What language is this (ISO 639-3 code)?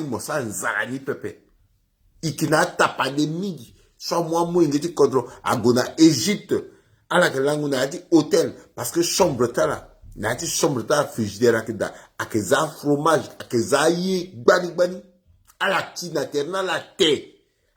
sag